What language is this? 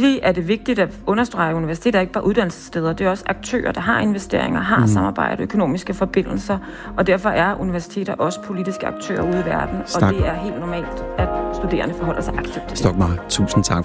Danish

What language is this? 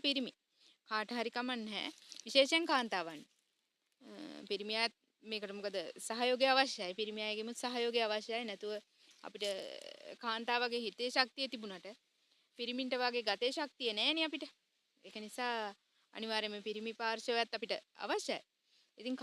Sinhala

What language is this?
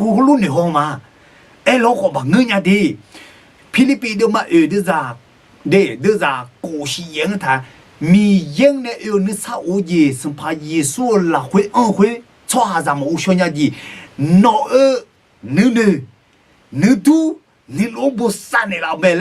Akha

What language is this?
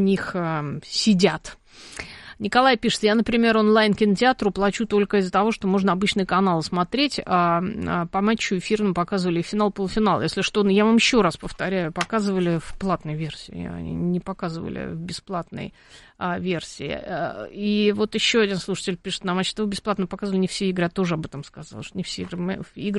Russian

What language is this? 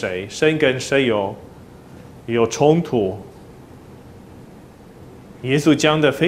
Chinese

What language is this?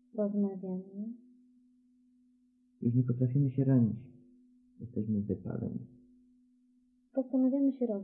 Polish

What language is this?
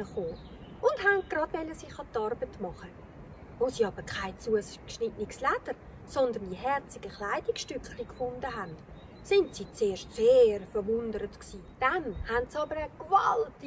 Swiss German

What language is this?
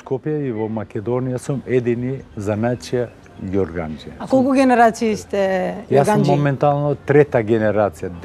Macedonian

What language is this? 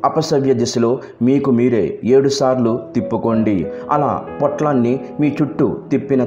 Telugu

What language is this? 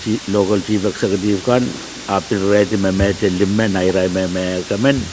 Pohnpeian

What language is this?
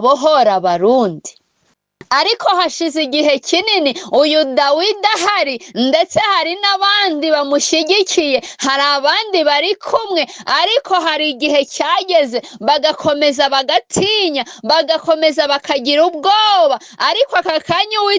Kinyarwanda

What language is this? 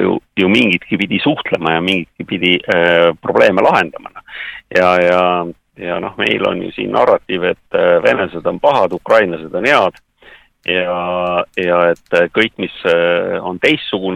Estonian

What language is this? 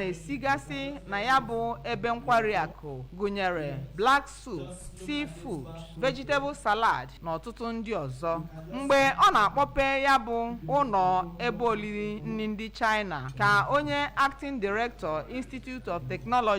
Igbo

